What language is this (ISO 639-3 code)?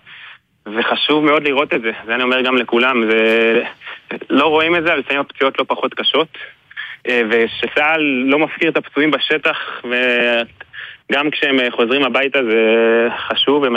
heb